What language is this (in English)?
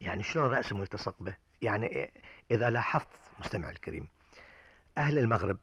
Gulf Arabic